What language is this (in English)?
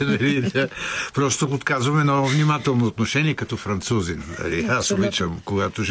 Bulgarian